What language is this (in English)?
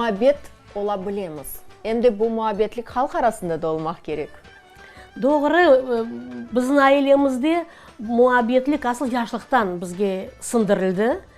Crimean Tatar